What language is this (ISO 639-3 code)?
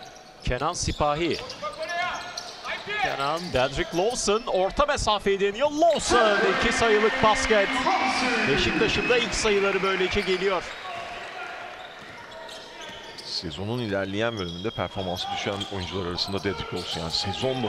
tur